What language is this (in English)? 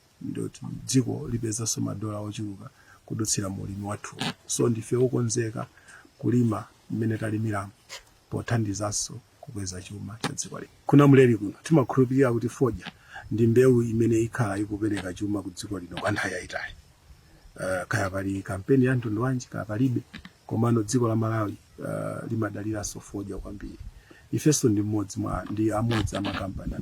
Nyanja